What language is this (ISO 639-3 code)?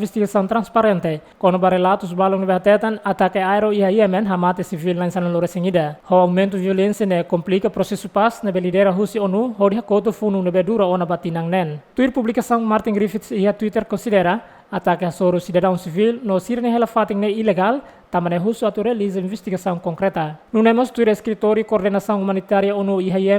tet